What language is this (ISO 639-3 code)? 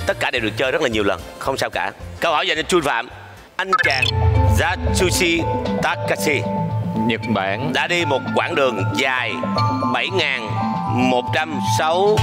vie